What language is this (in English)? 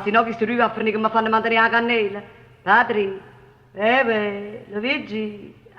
Neapolitan